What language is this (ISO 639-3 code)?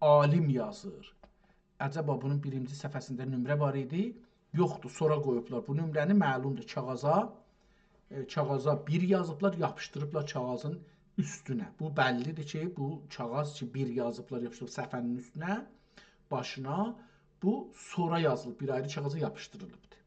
azb